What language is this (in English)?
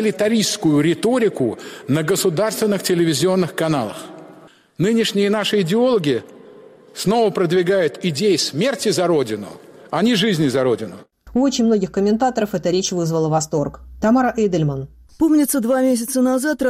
Russian